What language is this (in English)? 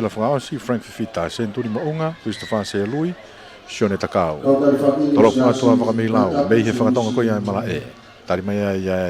Tongan